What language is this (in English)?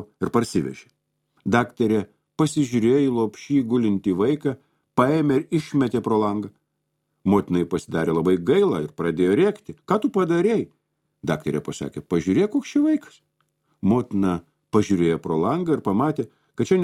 Lithuanian